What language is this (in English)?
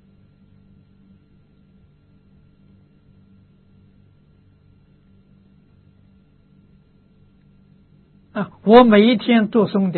Chinese